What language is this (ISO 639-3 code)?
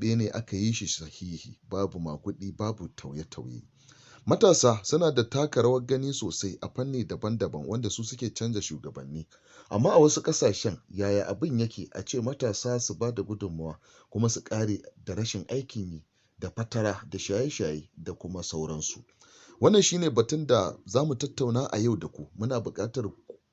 hau